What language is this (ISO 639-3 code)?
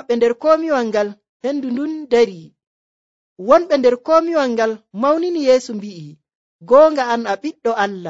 fuv